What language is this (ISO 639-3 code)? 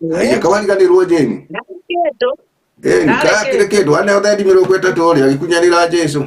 kik